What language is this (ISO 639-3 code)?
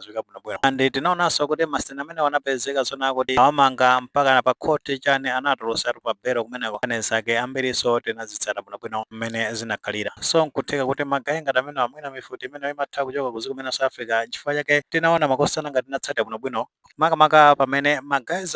nya